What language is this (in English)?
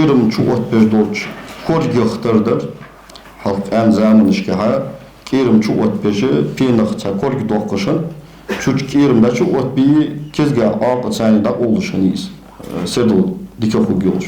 Ingush